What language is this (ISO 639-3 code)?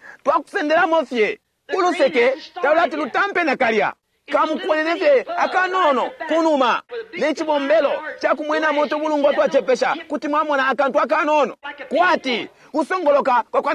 bem